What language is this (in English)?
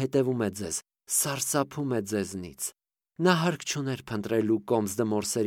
Armenian